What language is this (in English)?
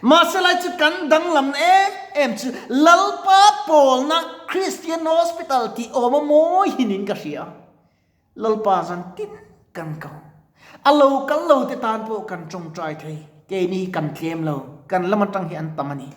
Mizo